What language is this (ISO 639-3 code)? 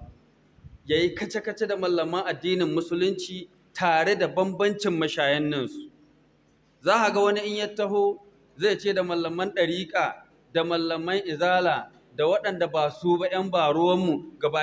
hau